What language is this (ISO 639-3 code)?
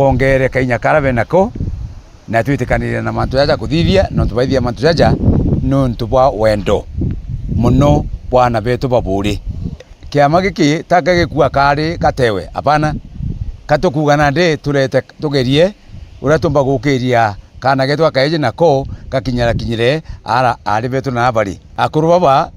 mer